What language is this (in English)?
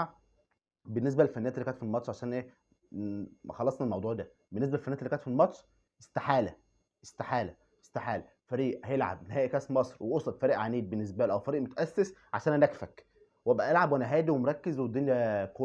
Egyptian Arabic